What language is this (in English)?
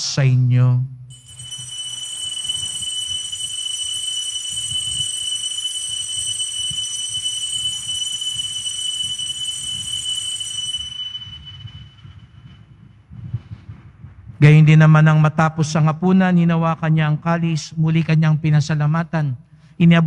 Filipino